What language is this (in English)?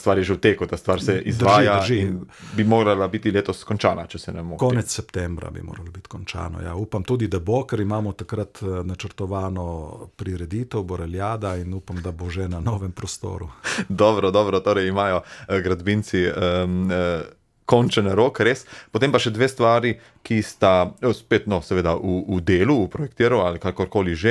Slovenian